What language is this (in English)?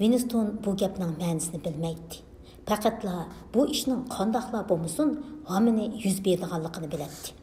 Uyghur